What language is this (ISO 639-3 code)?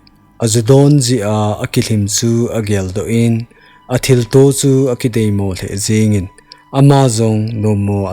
tcz